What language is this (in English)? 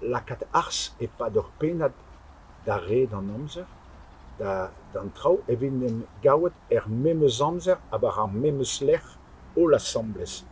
Breton